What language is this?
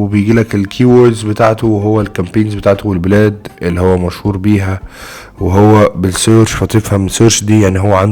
Egyptian Arabic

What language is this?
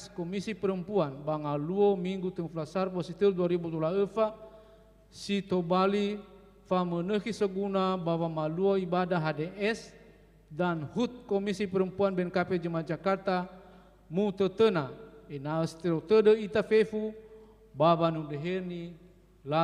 Nias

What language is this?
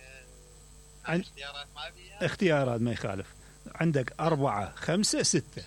Mesopotamian Arabic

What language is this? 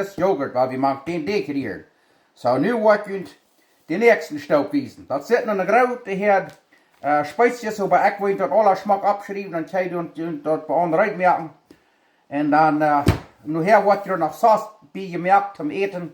Plautdietsch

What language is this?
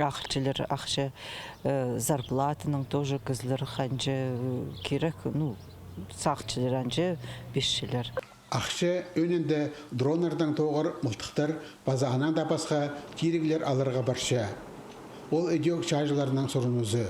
Khakas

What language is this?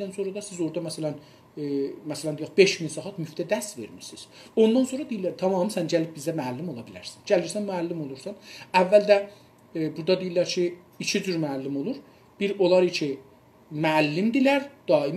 South Azerbaijani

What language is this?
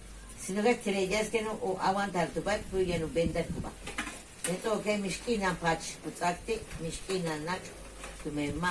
Yucateco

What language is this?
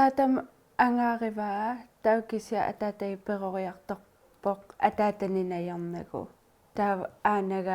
Kalaallisut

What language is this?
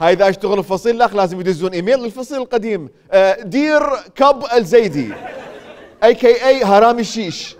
Mesopotamian Arabic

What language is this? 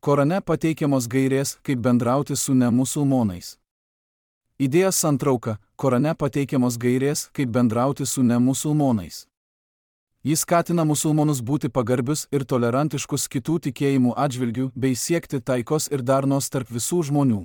Lithuanian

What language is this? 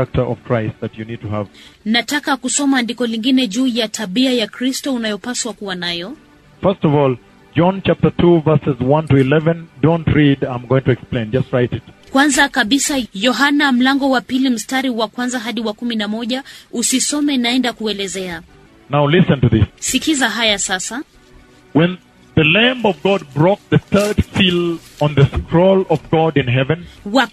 Swahili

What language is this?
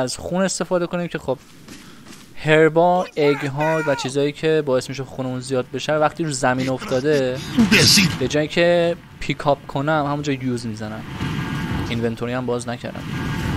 Persian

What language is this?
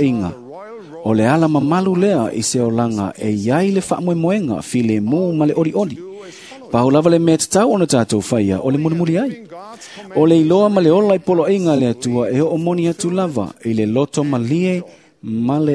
Samoan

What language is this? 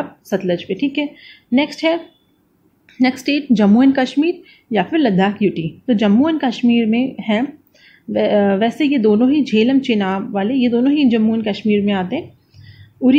Hindi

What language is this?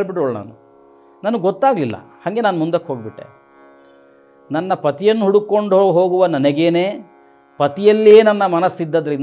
Kannada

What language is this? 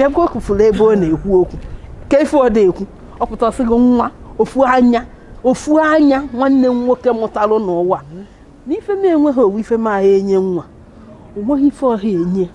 Igbo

